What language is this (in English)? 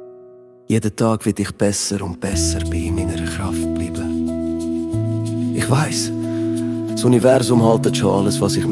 Swiss German